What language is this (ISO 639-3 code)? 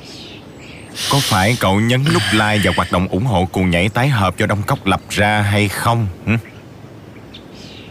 vie